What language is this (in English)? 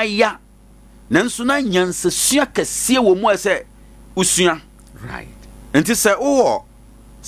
Akan